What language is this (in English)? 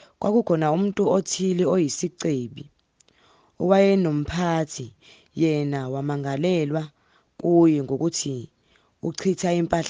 Zulu